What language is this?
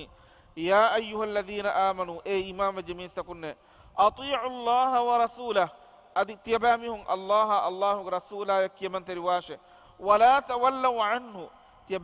Divehi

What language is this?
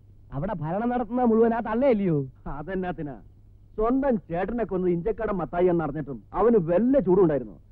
Malayalam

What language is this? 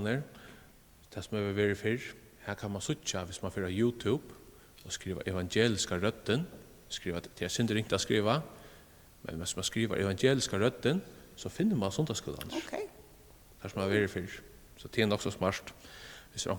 Faroese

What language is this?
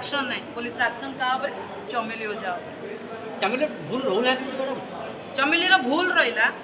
Odia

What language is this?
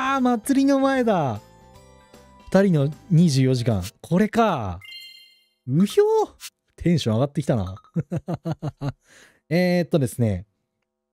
Japanese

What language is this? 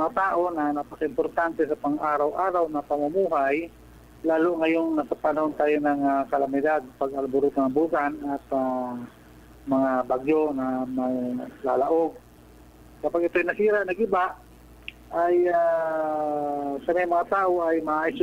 Bikol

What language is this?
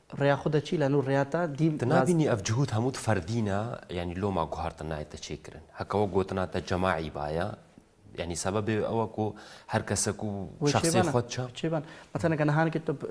Kurdish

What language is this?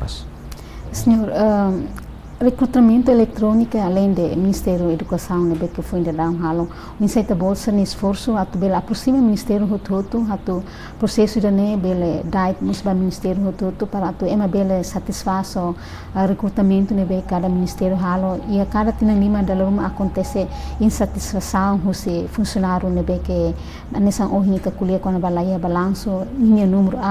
Tetum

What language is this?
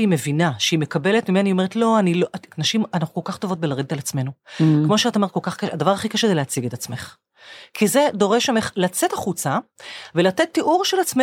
Hebrew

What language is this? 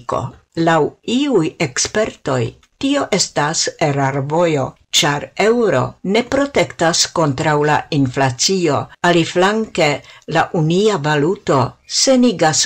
Esperanto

